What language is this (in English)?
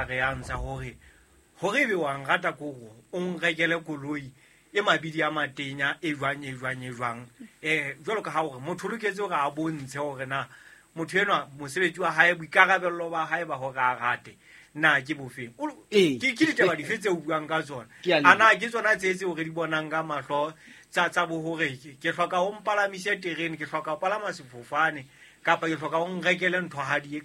Southern Sotho